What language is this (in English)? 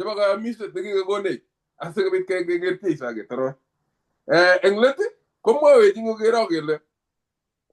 Kalenjin